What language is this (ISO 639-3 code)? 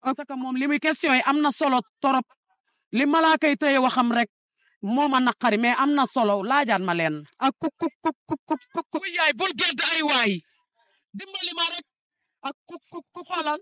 wol